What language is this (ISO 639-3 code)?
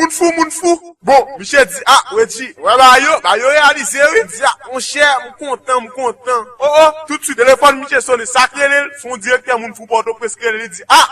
hat